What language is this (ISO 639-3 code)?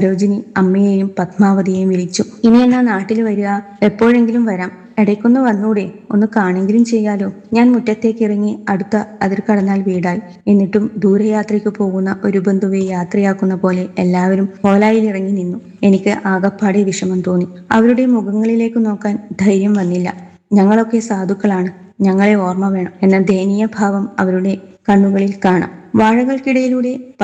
mal